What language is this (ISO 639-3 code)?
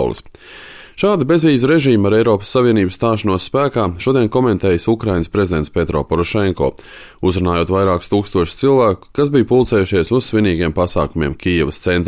lav